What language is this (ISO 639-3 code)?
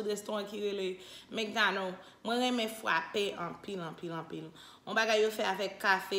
hat